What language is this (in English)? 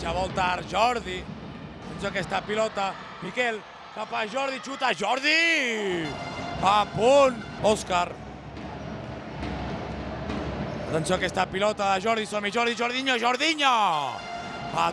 Catalan